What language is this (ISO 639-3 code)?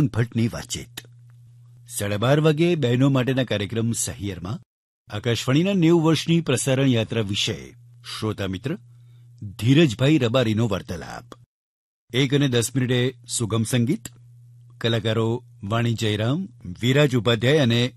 guj